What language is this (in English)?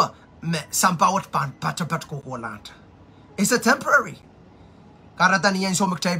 Pohnpeian